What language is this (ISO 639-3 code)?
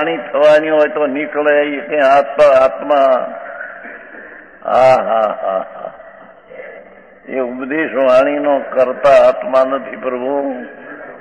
guj